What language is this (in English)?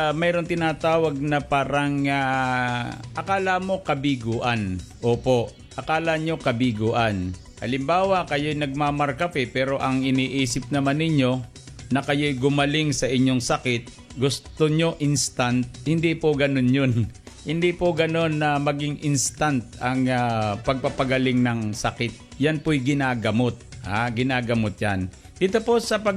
Filipino